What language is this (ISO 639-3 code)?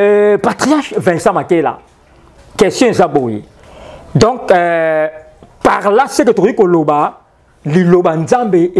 lin